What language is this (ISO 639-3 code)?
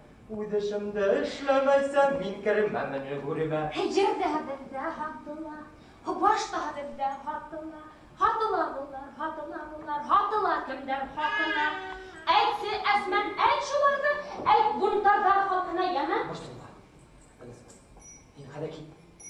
bak